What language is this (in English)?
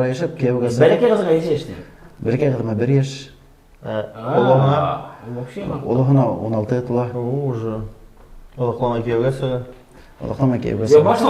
Bashkir